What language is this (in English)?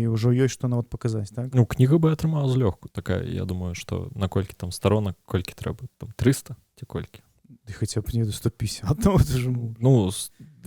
Belarusian